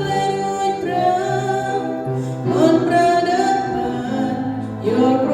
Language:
Central Mnong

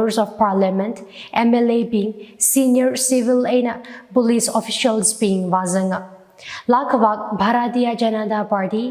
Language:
Tangkhul Naga (India)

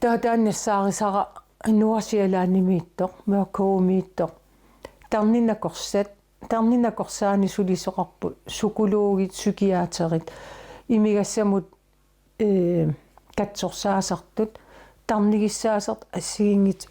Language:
Kalaallisut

